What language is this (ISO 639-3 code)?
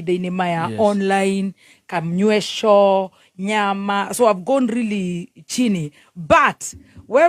kik